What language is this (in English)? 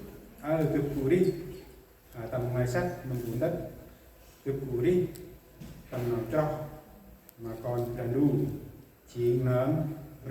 Central Mnong